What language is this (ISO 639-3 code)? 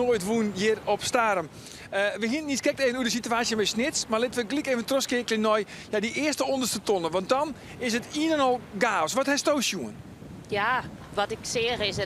fry